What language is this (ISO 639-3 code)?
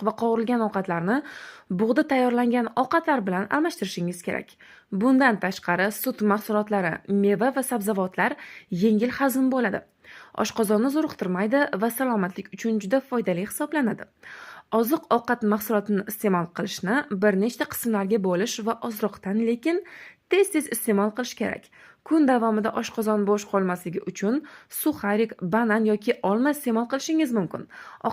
uzb